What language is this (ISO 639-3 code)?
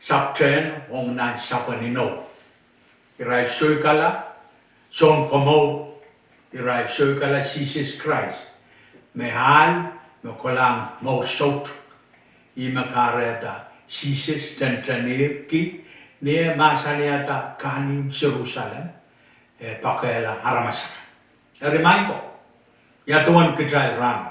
pon